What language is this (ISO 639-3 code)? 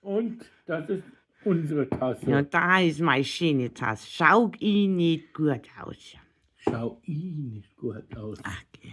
bar